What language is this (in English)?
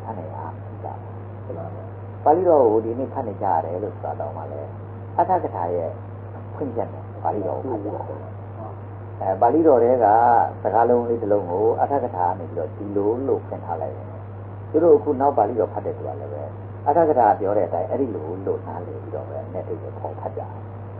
Burmese